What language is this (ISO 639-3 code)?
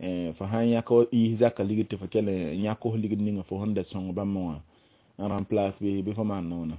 mos